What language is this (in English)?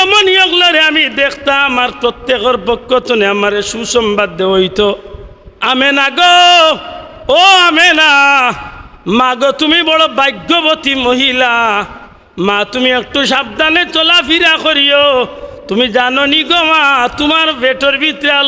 Sylheti